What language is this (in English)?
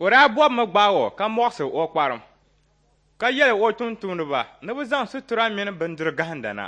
Dagbani